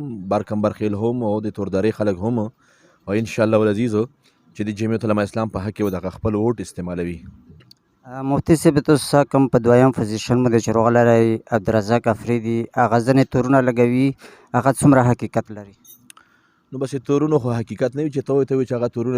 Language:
Pashto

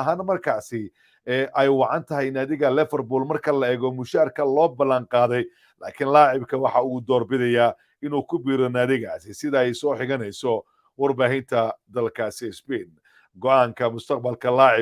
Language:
Somali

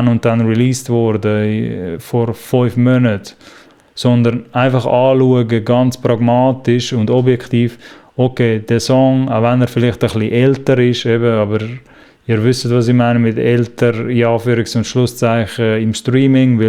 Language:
Swiss German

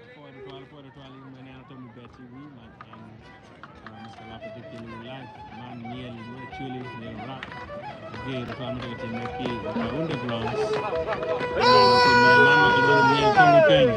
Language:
Acoli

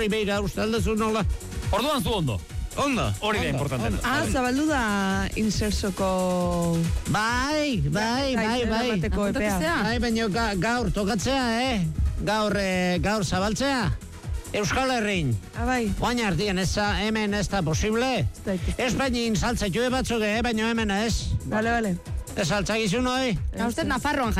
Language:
Basque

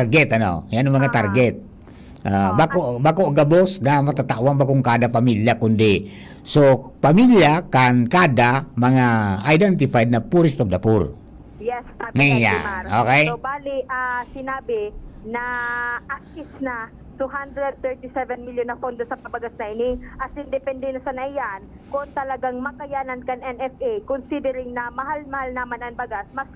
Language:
Bikol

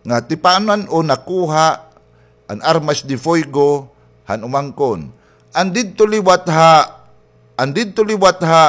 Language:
Waray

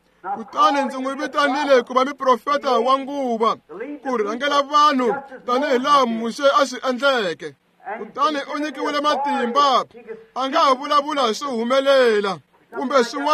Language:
Tsonga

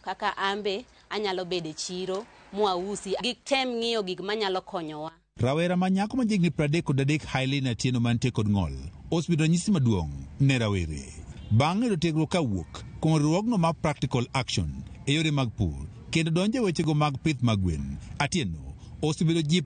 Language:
Luo (Kenya and Tanzania)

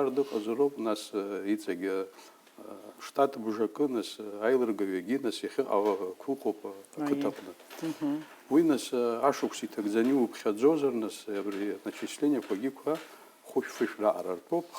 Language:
Abkhazian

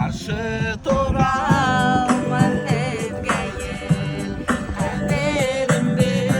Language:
Bashkir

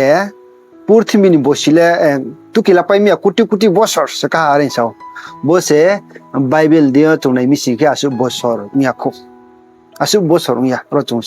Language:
Riang (India)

